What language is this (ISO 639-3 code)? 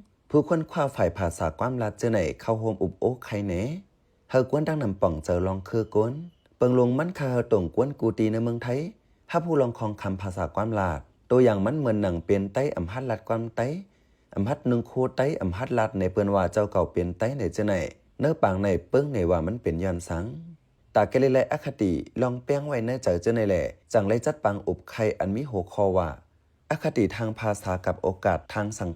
shn